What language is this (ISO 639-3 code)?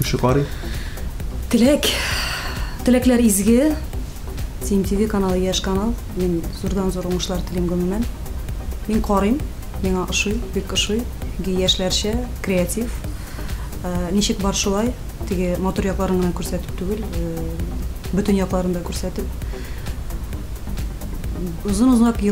tat